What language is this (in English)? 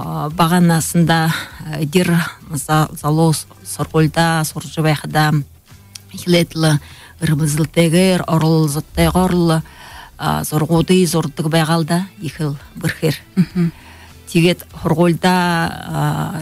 Buriat